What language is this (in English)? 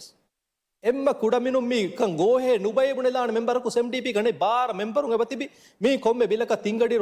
Divehi